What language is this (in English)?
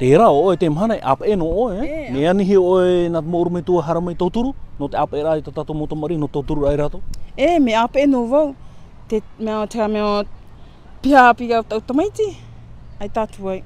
Tahitian